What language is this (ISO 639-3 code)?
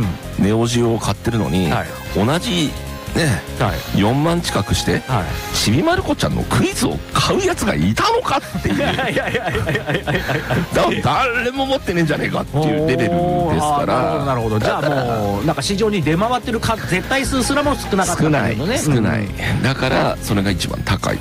jpn